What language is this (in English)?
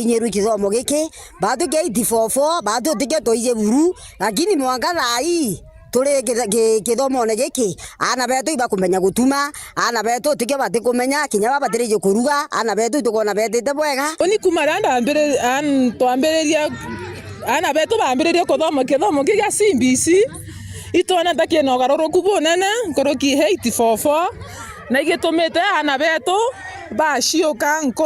Meru